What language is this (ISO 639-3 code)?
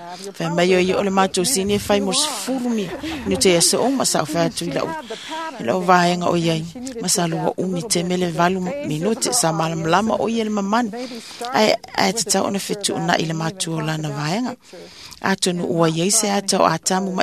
smo